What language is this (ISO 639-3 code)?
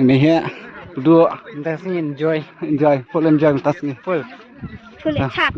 kha